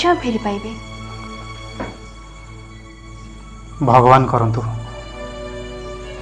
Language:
Odia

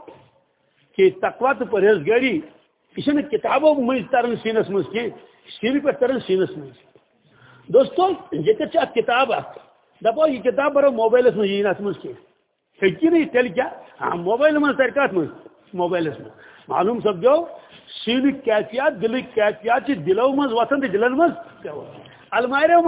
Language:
Kashmiri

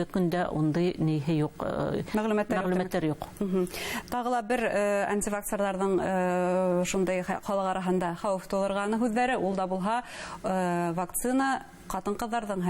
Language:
Bashkir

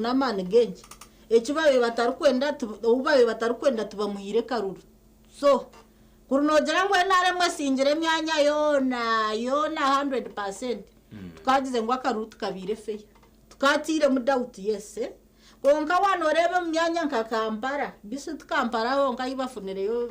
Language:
Nyankole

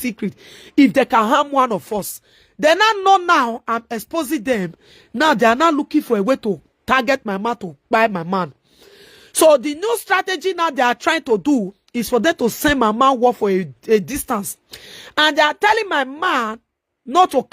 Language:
Nigerian Pidgin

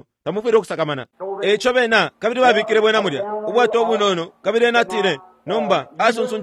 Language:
Bemba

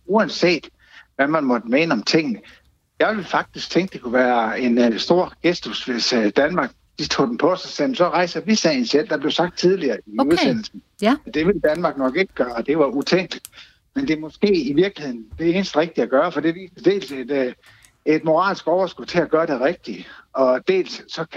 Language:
Danish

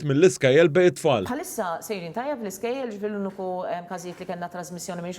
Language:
Maltese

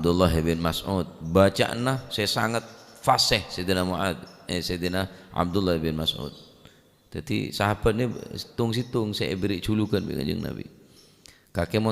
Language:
Madurese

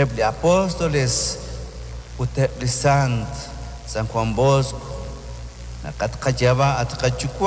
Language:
Kekchí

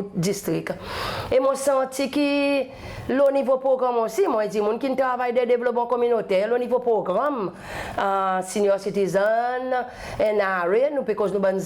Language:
Seselwa Creole French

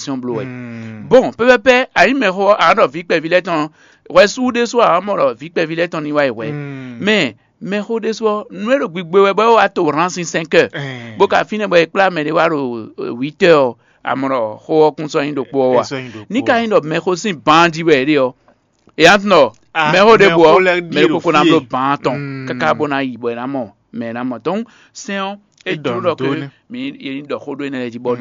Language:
Fon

